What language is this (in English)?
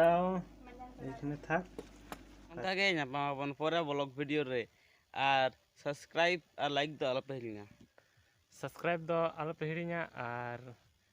Santali